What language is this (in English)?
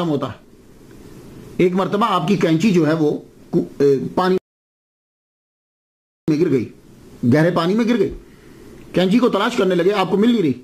Urdu